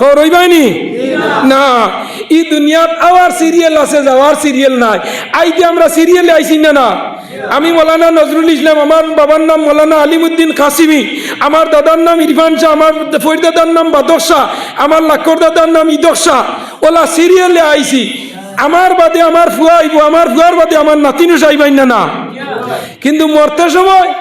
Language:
Sylheti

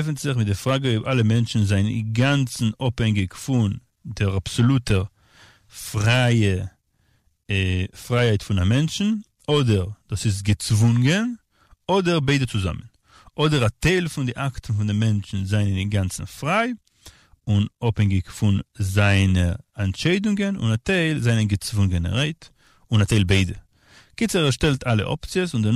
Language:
Yiddish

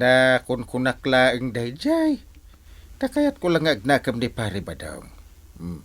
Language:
Iloko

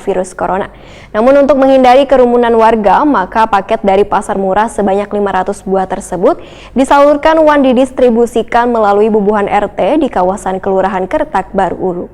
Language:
Banjar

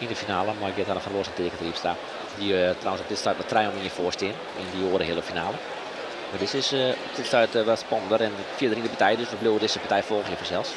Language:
Western Frisian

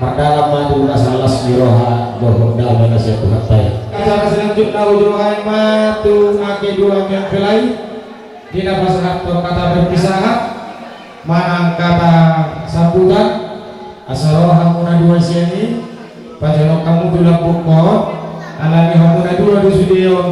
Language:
Batak Toba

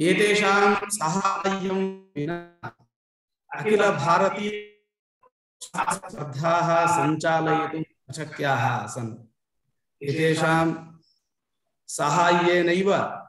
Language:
Sanskrit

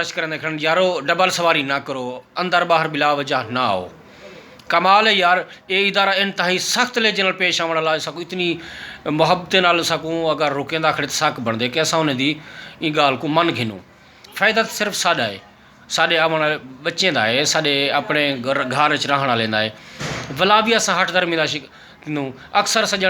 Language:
Saraiki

